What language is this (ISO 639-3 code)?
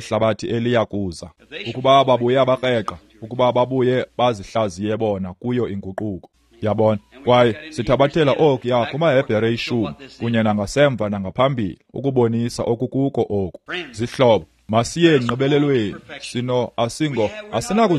xho